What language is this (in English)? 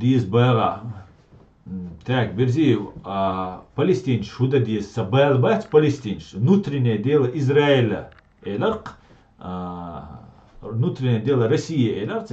Chechen